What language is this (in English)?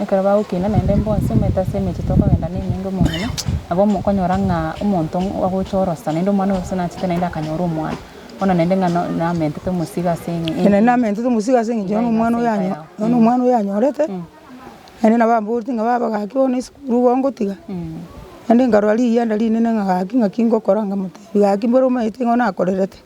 Gusii